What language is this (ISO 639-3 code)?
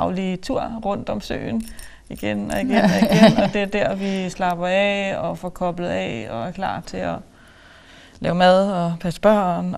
dan